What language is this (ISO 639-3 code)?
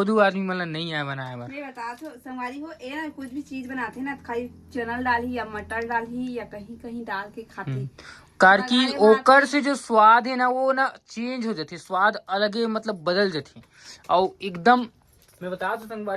hne